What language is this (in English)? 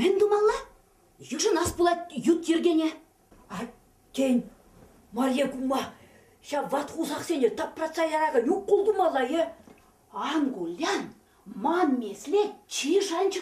Chuvash